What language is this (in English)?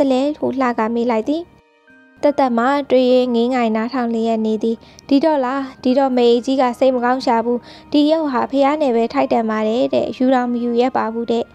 Burmese